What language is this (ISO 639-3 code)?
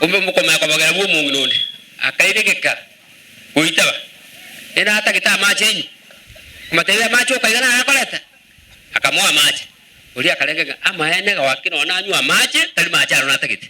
guz